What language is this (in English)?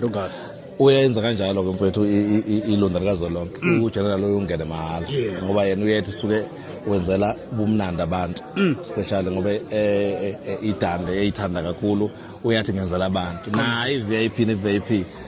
Zulu